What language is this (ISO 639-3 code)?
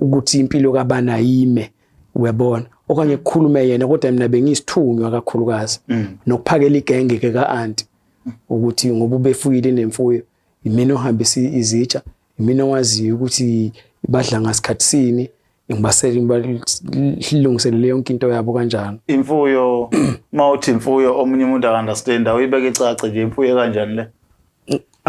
zul